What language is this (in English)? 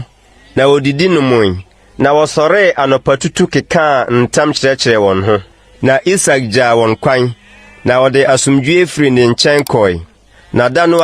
Akan